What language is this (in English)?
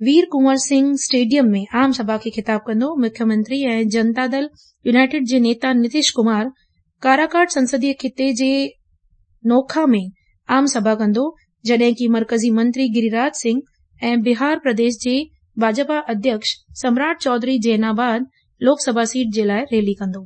Sindhi